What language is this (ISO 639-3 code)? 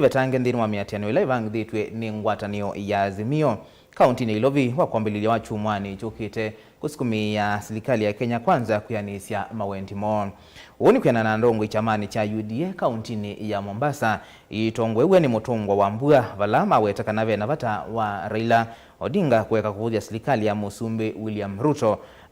kam